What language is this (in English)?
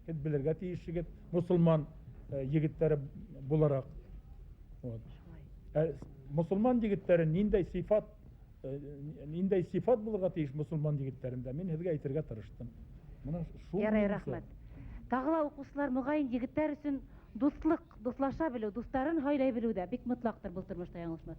Bashkir